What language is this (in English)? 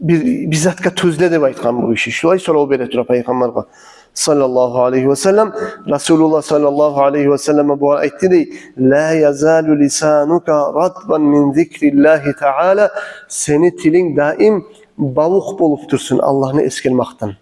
Kumyk